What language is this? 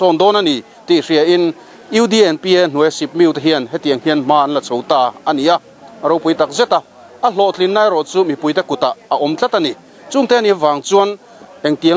Mizo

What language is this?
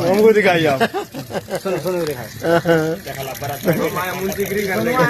Maithili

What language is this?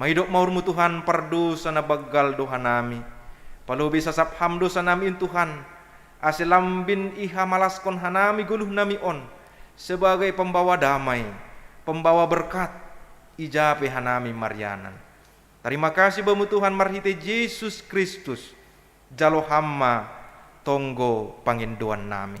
Batak Simalungun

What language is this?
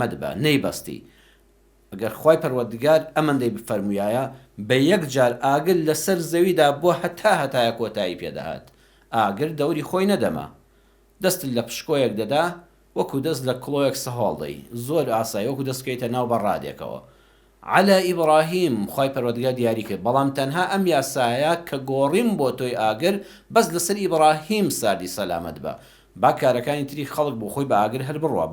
Central Kurdish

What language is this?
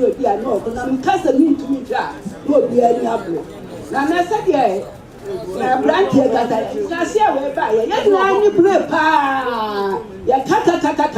Akan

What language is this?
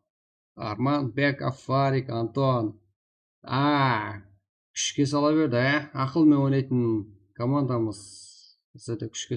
Kara-Kalpak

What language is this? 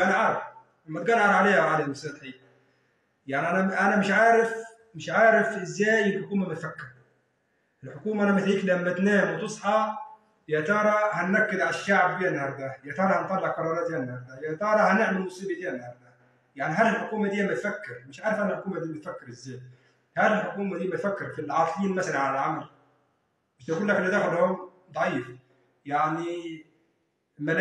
Egyptian Arabic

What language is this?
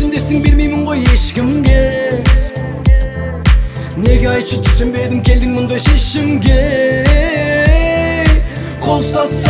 Kazakh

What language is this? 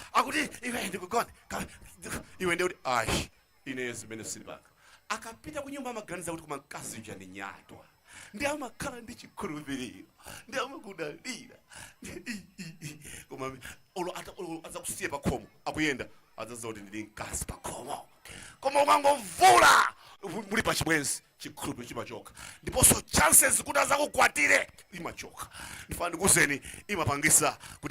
Nyanja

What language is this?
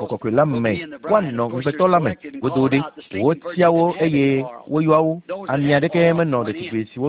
Ewe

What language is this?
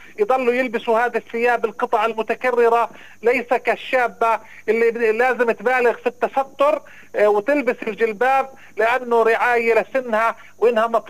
North Levantine Arabic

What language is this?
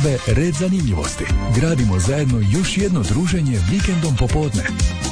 Croatian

